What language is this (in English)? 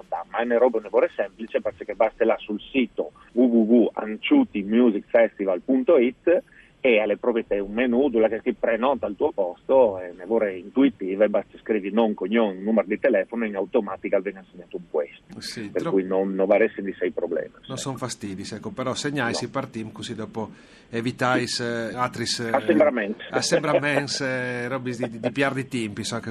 Friulian